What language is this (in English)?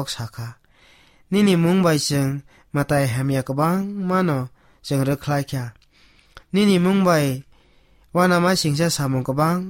Kok Borok